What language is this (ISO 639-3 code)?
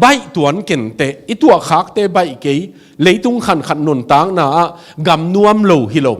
ctd